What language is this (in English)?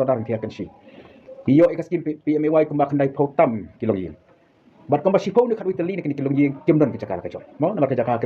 Khasi